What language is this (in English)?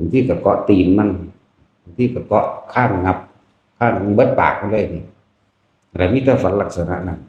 Northeastern Thai